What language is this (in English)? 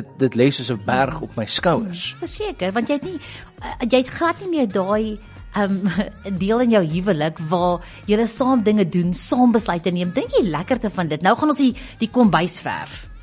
Afrikaans